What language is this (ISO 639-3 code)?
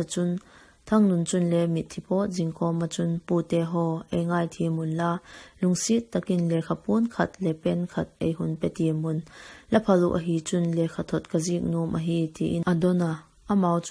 vap